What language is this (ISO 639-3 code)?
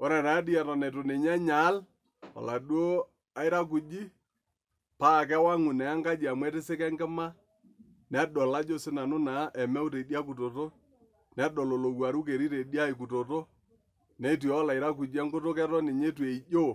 mas